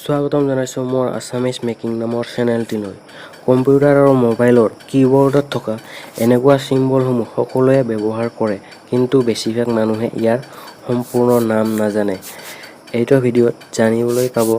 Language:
Assamese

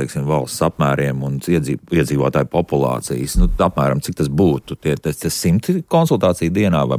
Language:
Latvian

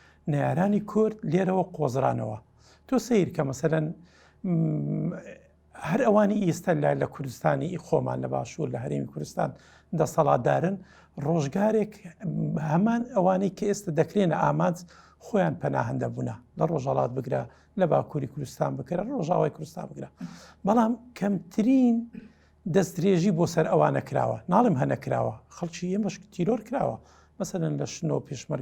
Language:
Central Kurdish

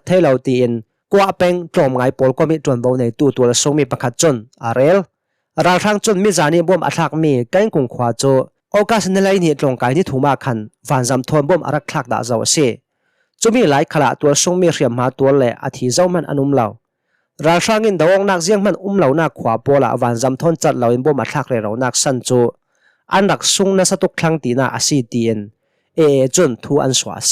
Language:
Hakha Chin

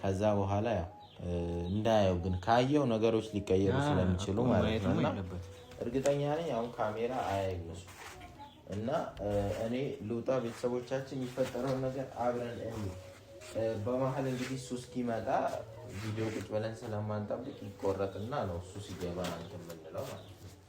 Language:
Amharic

